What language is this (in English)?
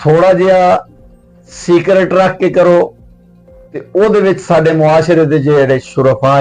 Western Panjabi